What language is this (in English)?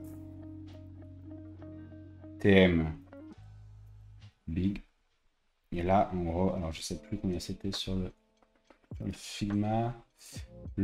French